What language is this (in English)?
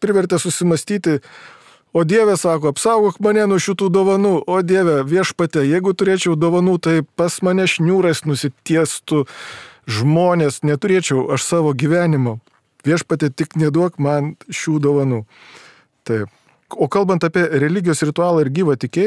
Lithuanian